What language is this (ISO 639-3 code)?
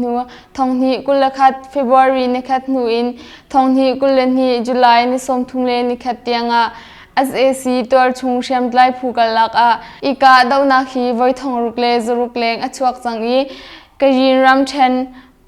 cnh